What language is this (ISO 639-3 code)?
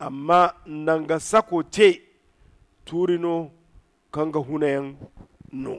dje